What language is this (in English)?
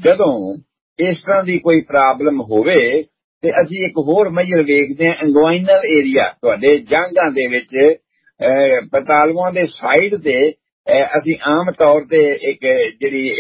Punjabi